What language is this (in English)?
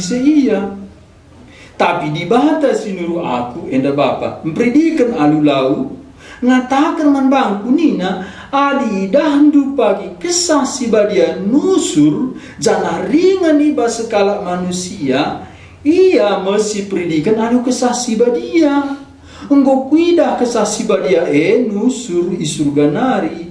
Batak Karo